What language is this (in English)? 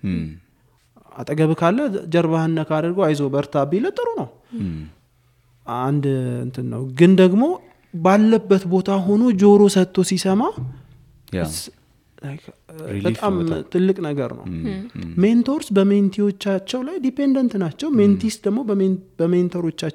Amharic